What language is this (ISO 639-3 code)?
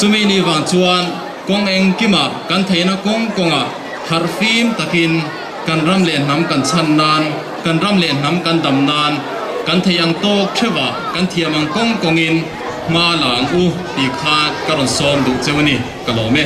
lus